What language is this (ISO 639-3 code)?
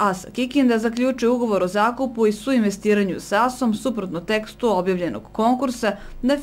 srp